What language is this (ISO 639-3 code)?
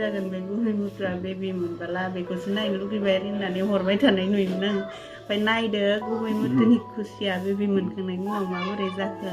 brx